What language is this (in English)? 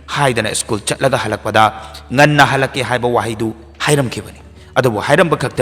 Manipuri